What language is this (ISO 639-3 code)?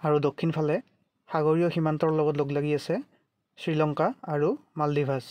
asm